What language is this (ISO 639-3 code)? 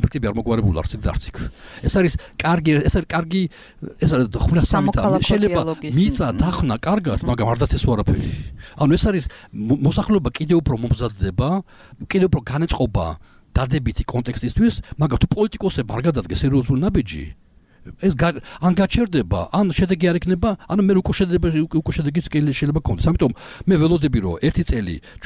kat